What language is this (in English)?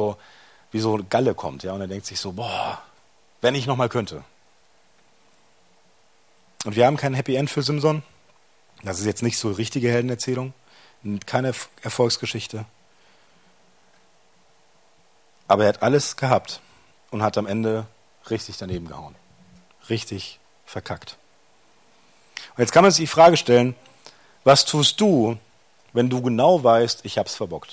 German